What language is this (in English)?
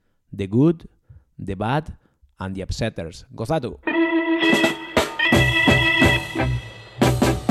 Basque